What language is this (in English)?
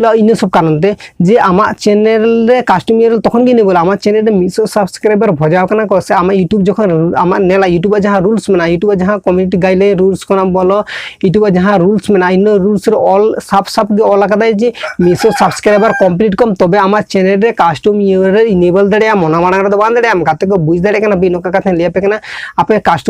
Santali